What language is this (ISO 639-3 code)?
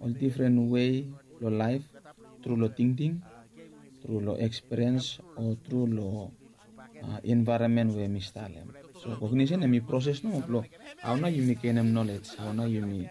bis